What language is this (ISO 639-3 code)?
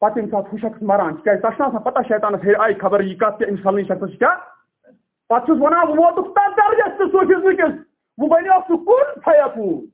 kas